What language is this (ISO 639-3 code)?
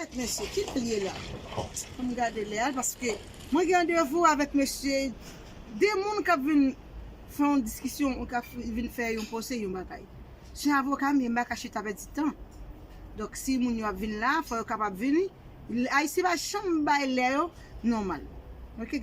hat